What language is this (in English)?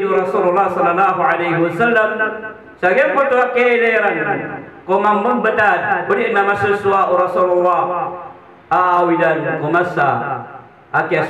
Maranao